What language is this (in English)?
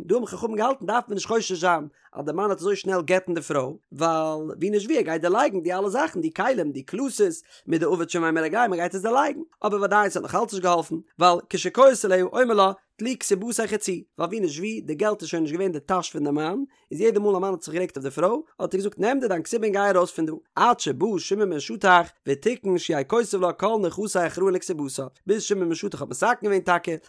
Yiddish